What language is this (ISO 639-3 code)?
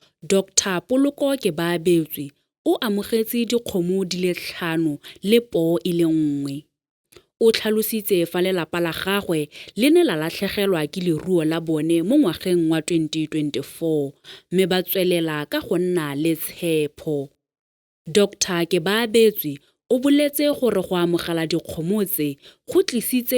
tsn